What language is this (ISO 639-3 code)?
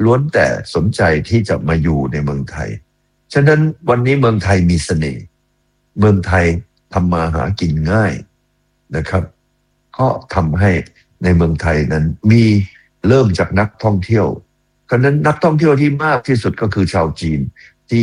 tha